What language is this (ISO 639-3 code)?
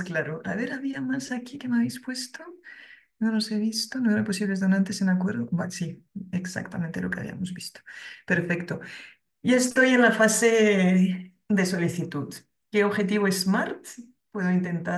spa